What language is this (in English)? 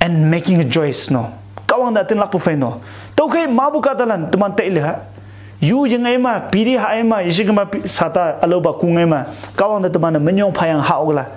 Konyak Naga